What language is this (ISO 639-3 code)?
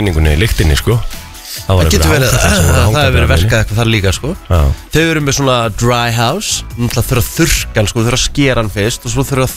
isl